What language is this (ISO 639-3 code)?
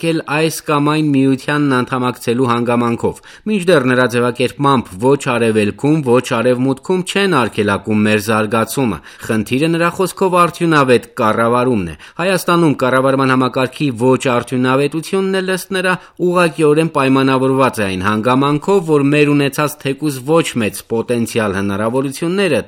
hye